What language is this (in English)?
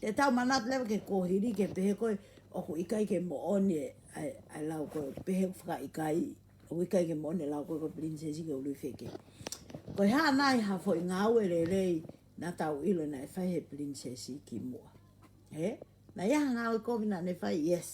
Tongan